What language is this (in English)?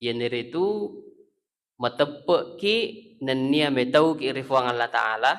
Buginese